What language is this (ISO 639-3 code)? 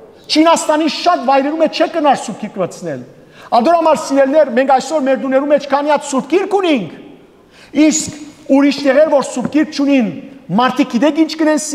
hyw